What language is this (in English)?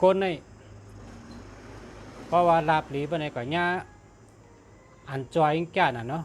Shan